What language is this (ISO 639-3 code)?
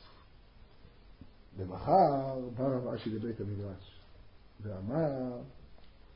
heb